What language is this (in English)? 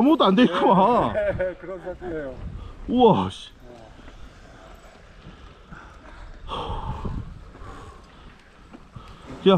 Korean